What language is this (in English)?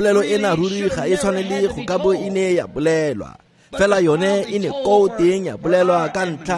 Tswana